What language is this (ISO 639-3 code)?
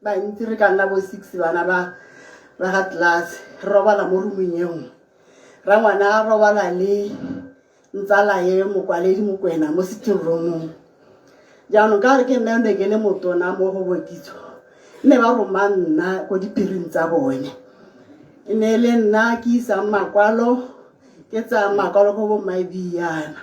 tsn